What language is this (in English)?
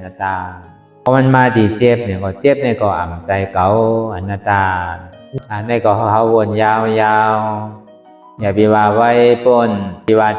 Shan